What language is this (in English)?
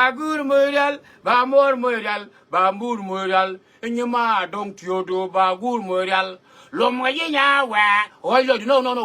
Nuer